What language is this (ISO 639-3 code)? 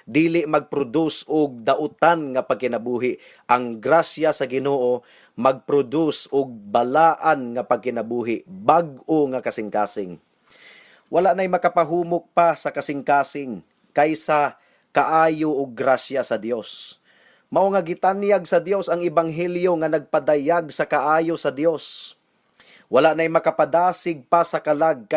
ceb